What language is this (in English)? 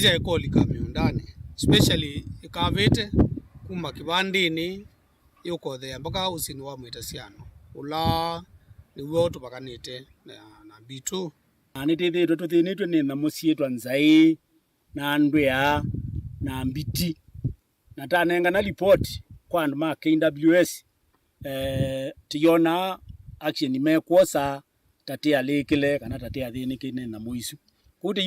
Kamba